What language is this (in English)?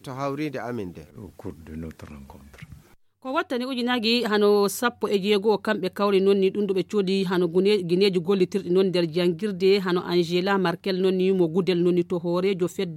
Fula